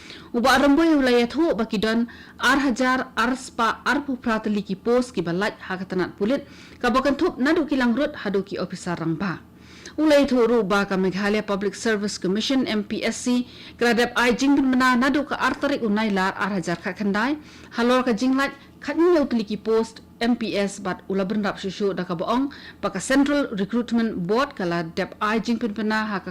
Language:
Khasi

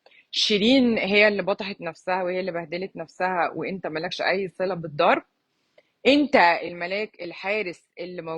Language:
Egyptian Arabic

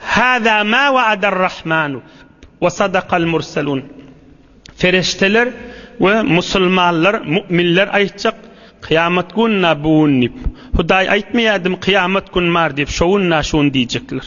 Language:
Turkmen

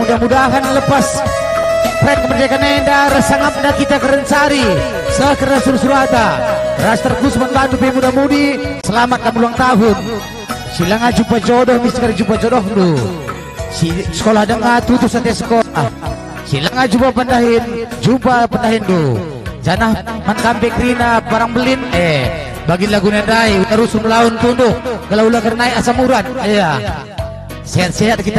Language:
Batak Karo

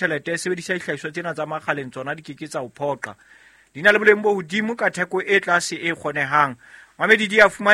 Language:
Southern Sotho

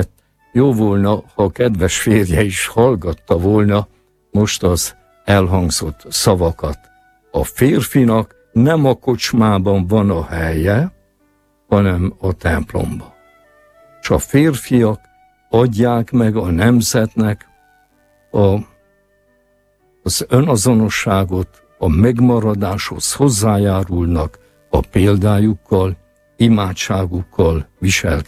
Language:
Hungarian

